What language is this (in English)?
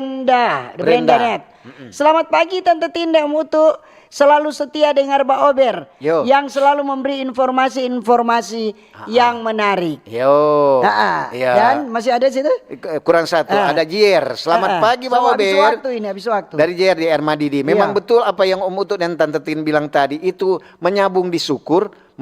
Manado Malay